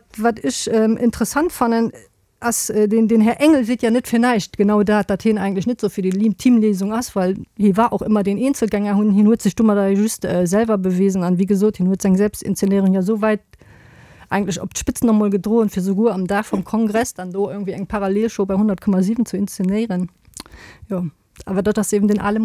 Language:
Luxembourgish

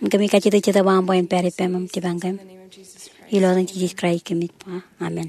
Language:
Marshallese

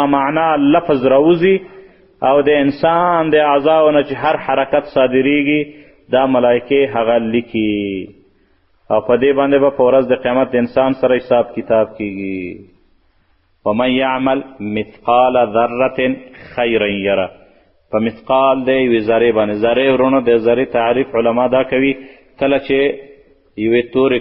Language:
Pashto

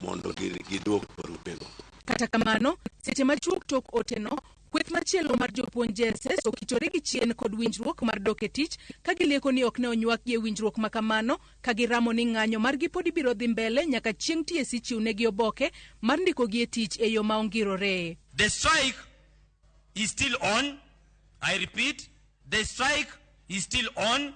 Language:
Luo (Kenya and Tanzania)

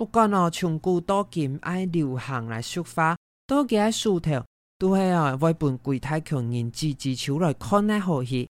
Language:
Hakka Chinese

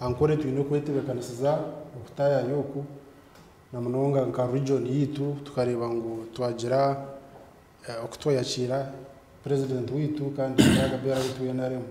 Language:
Nyankole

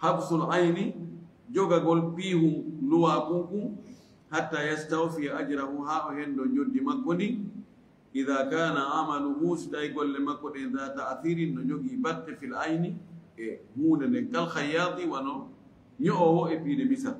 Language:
Fula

